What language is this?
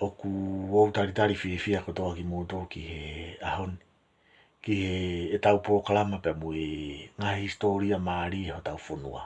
Tongan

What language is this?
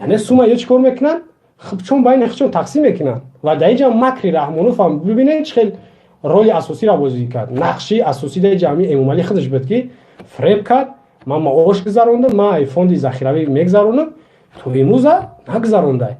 Tajik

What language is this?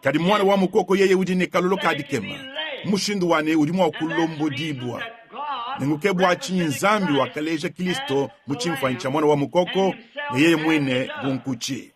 Luba-Lulua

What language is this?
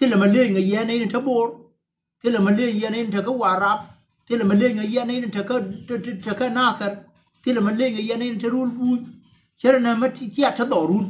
Nuer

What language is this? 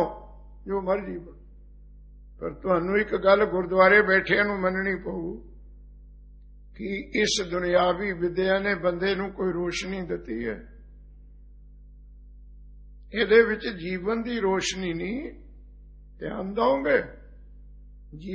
Punjabi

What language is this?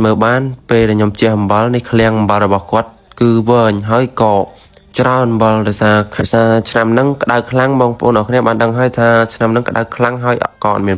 Khmer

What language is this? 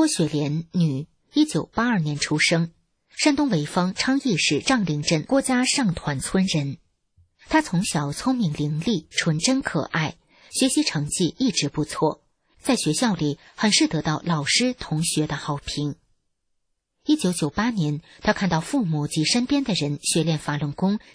Chinese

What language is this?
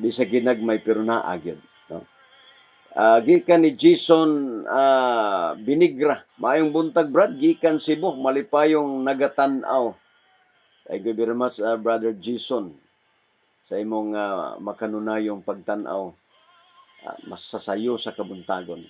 Cebuano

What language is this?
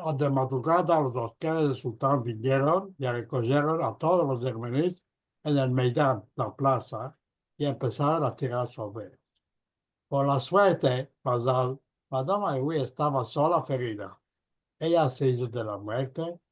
Ladino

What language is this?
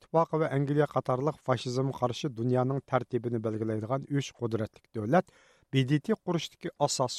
Uyghur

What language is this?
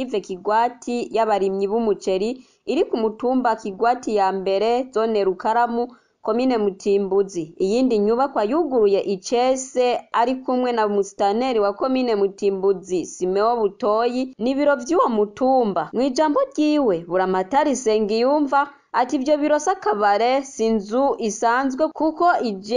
Rundi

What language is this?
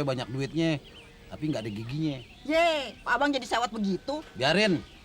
Betawi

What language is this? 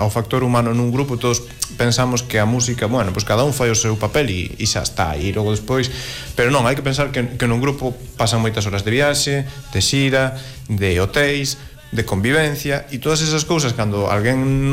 Galician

